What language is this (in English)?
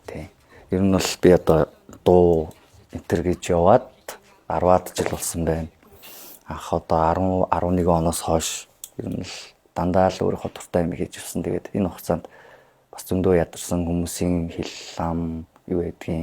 Mongolian